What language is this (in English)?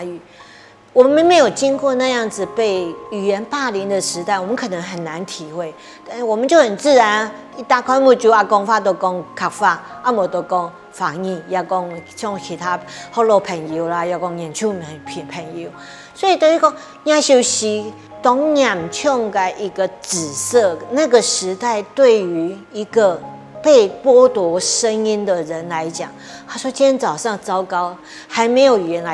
Hakka Chinese